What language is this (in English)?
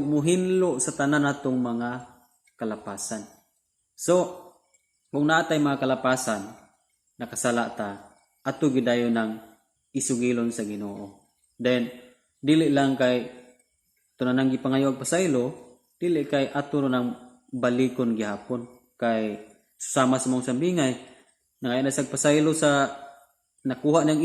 Cebuano